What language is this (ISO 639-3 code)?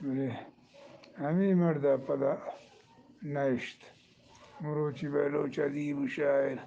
bgp